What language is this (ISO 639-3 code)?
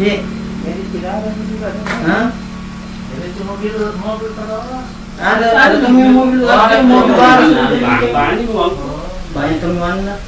mfp